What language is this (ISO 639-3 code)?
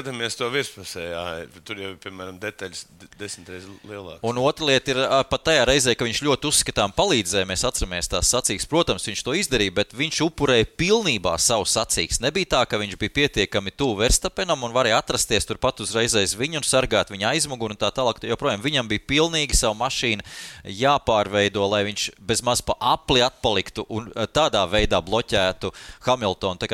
lav